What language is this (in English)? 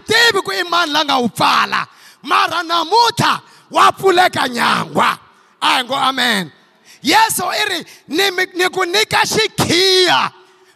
Tsonga